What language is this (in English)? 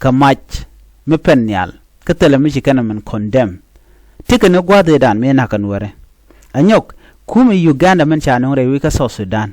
Nuer